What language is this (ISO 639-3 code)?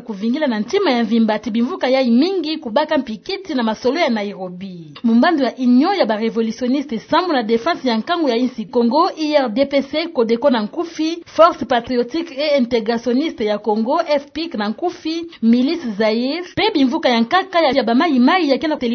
ktu